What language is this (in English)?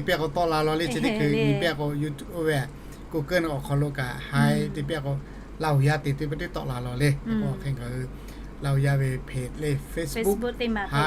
Lahu